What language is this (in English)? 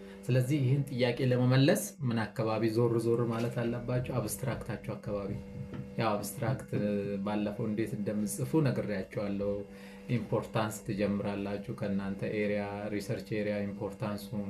Amharic